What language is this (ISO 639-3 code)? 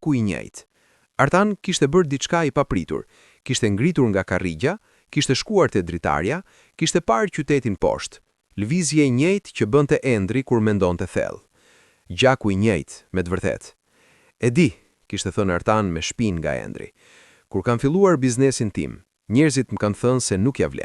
sqi